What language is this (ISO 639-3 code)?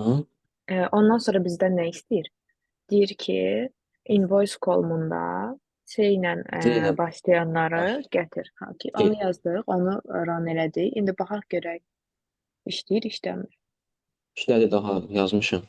aze